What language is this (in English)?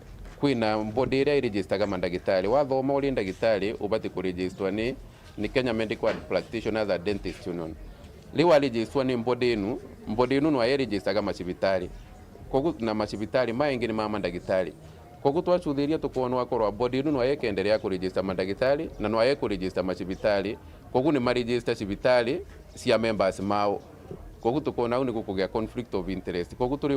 Meru